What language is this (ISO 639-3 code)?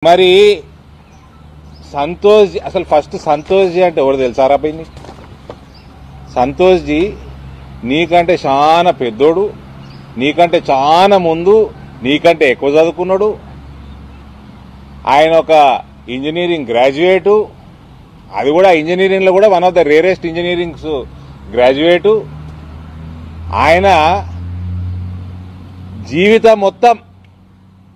tel